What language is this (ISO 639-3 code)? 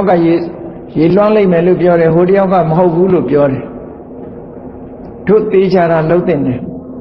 mya